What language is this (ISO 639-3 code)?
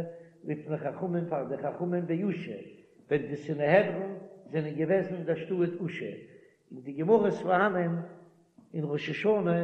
yid